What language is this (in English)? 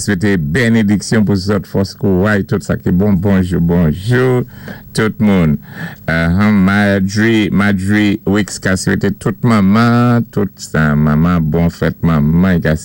Saint Lucian Creole French